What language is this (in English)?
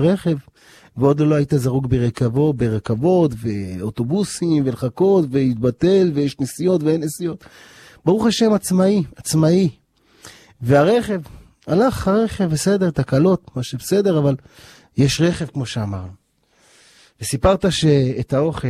Hebrew